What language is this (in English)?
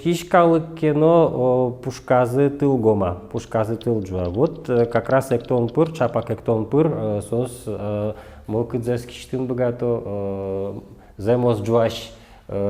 Udmurt